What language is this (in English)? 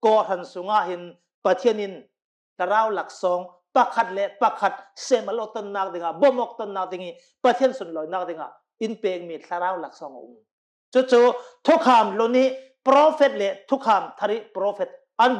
Hakha Chin